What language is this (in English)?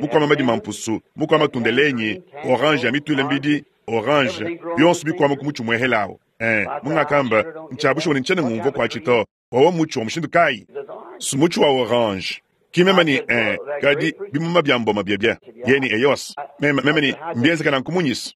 Luba-Lulua